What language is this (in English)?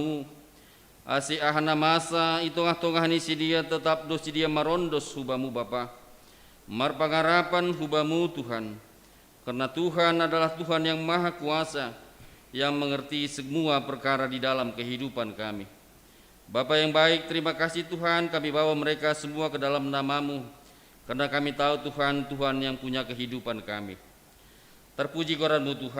Batak Simalungun